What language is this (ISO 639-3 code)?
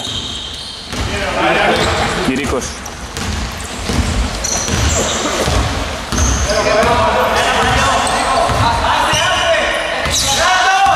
ell